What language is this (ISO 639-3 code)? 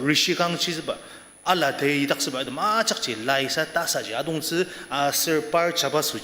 njo